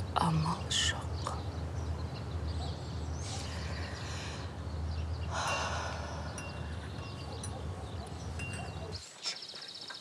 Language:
Kazakh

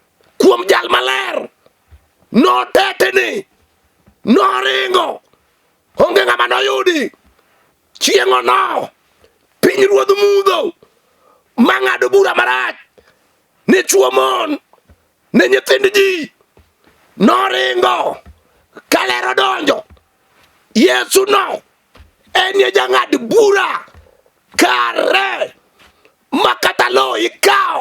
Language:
Luo (Kenya and Tanzania)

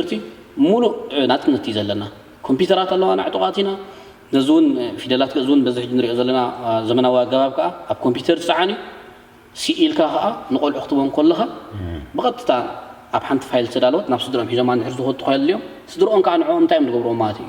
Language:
Tigrinya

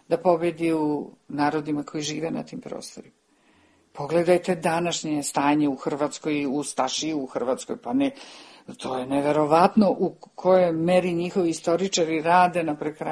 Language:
Serbian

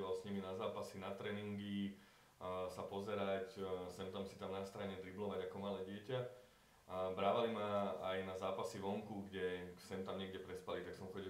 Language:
Slovak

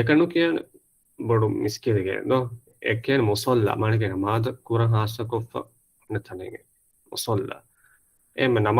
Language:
Divehi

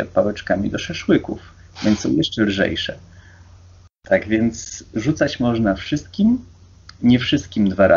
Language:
Polish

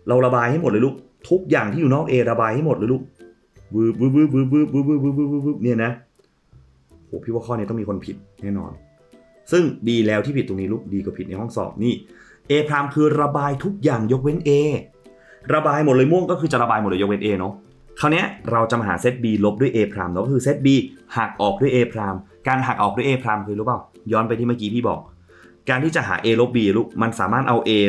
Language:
Thai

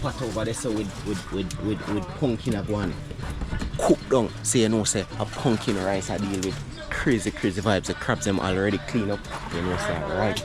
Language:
Jamaican Creole English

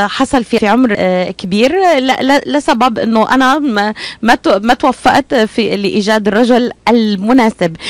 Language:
North Levantine Arabic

